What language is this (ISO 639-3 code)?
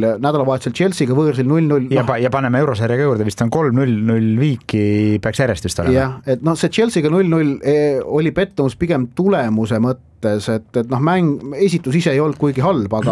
est